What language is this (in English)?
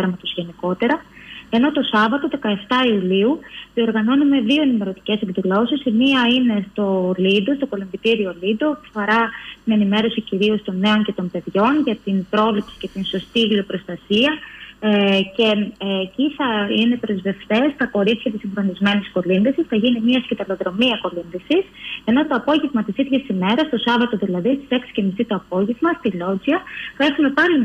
Greek